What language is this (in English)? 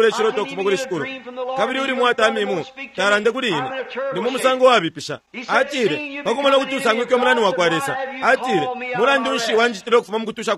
Bemba